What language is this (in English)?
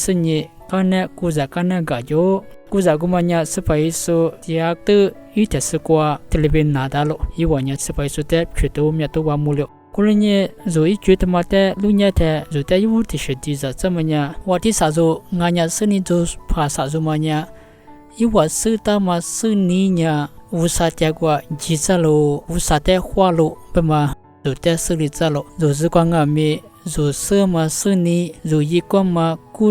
Lisu